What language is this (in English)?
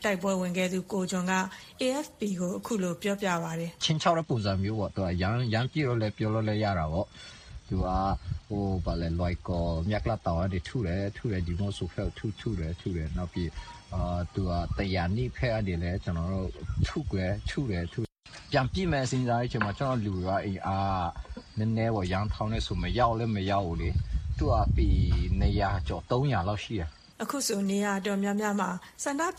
Burmese